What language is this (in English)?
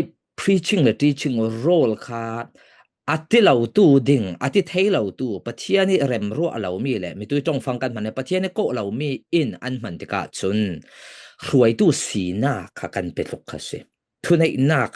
Falam Chin